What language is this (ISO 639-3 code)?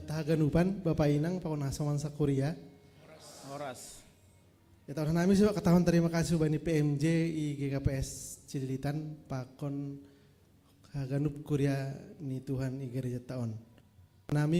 bts